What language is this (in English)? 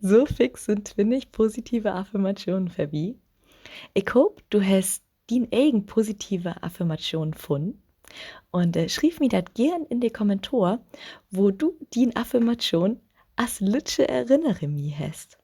Low German